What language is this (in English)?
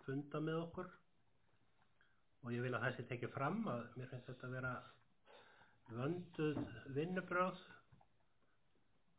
Icelandic